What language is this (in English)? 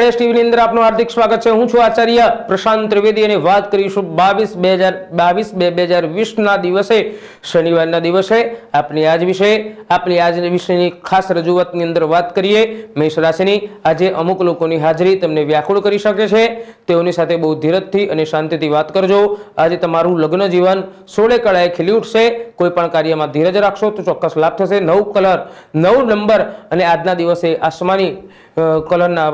Gujarati